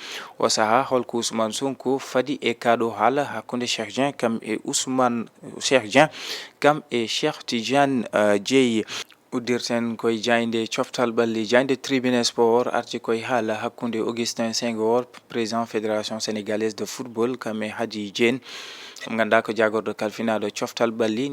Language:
Fula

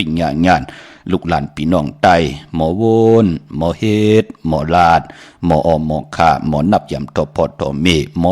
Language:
Shan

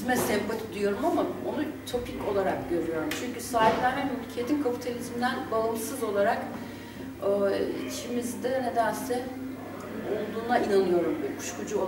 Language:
Turkish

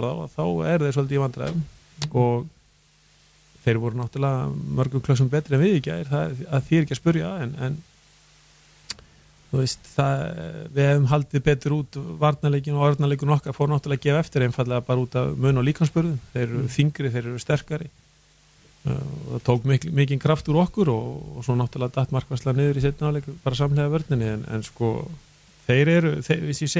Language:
Icelandic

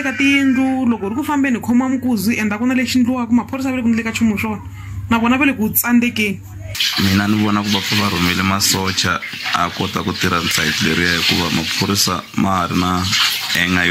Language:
Tsonga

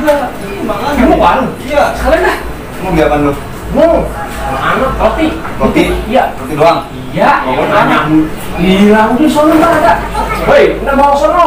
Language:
Betawi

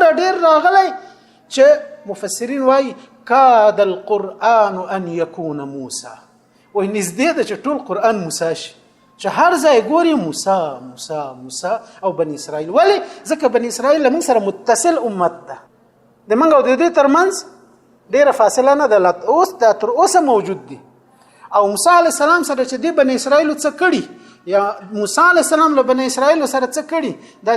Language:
Pashto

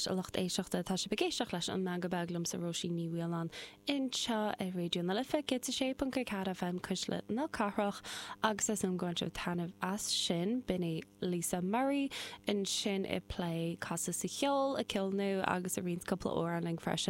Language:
Irish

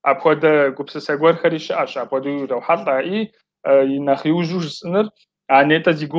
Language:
Kabardian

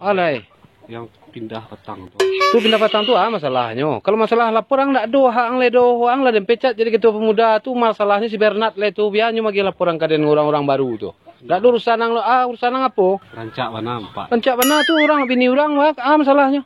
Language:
Minangkabau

